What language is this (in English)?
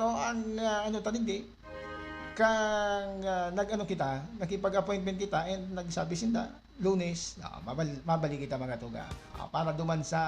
Bikol